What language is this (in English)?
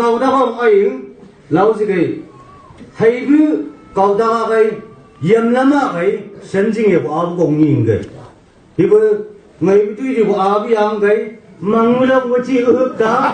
Chang Naga